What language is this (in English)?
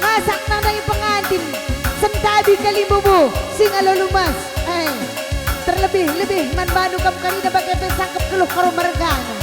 Batak Karo